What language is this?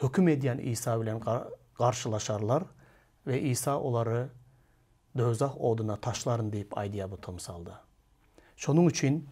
Turkmen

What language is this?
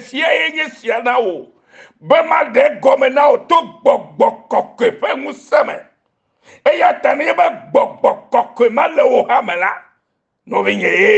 Ewe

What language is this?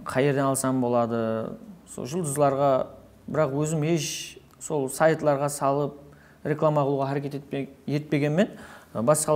Kara-Kalpak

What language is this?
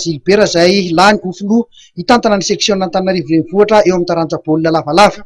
Malagasy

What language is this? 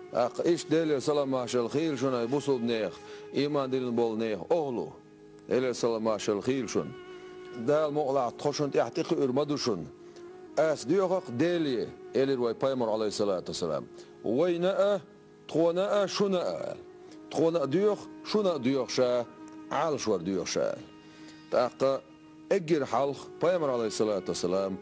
Chechen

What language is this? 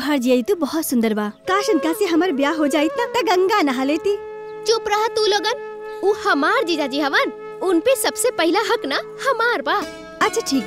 Bhojpuri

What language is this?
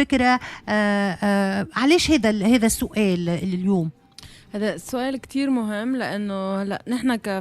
Tunisian Arabic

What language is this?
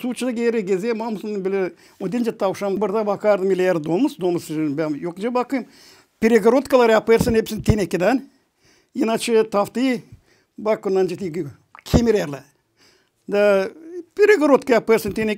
Gagauz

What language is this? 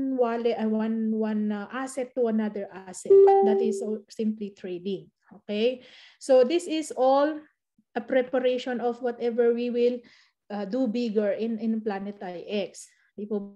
Filipino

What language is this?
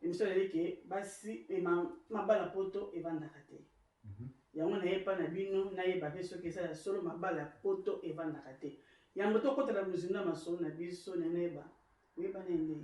Lingala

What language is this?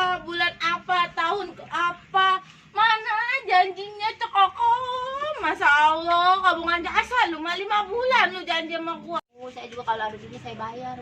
Betawi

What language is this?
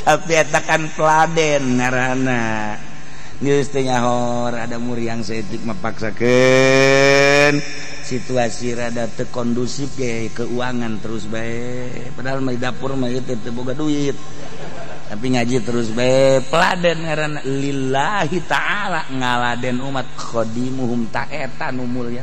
Sundanese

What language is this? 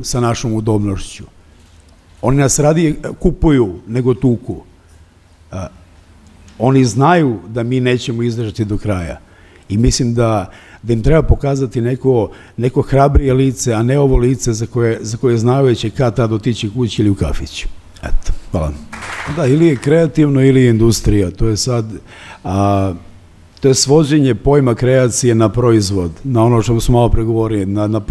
Serbian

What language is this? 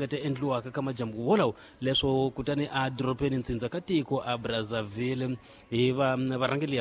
Tsonga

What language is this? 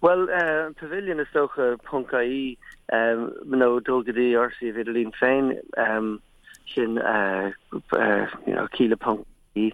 Irish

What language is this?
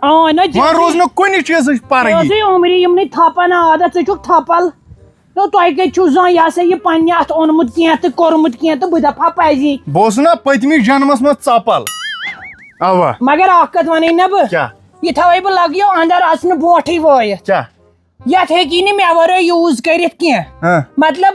Kashmiri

